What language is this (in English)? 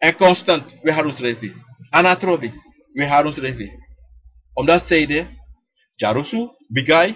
Sranan Tongo